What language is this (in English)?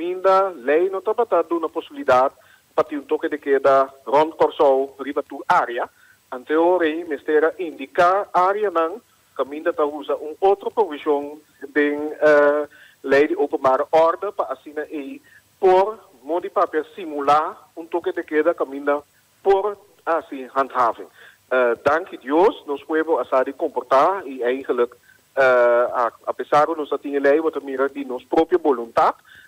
Papiamento